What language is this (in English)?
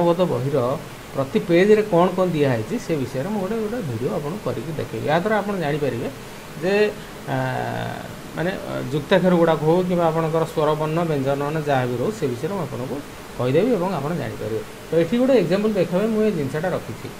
Odia